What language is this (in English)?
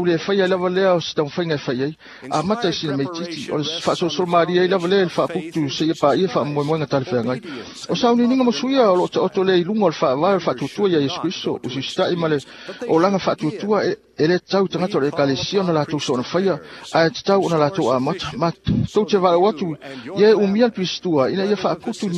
Samoan